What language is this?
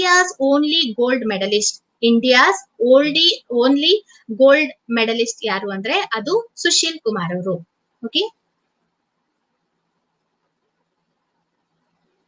Kannada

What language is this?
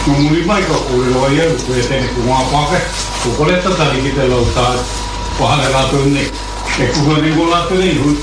Māori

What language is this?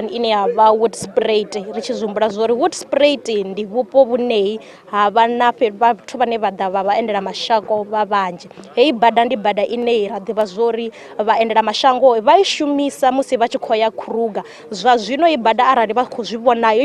Venda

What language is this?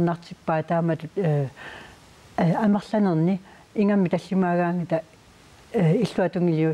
Kalaallisut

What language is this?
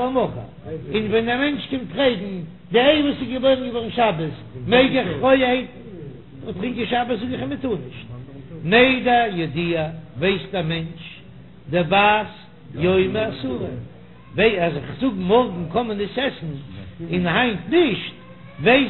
Yiddish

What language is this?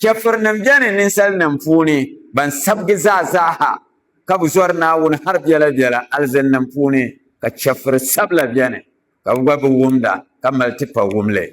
Dagbani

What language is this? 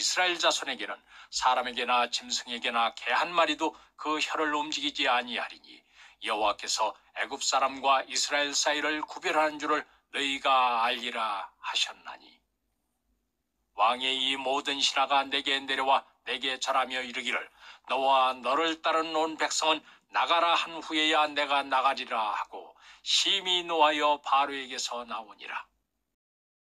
Korean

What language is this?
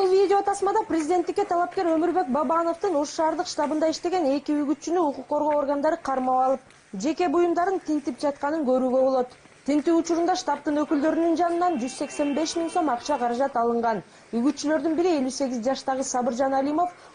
Kyrgyz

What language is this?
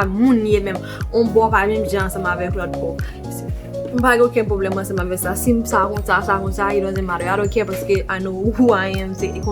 Haitian Creole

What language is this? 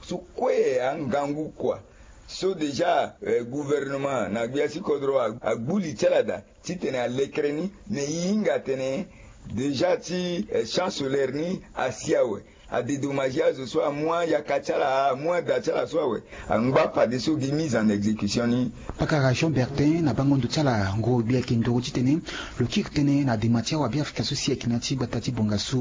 Sango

